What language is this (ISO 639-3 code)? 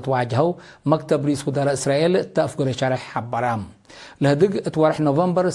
tig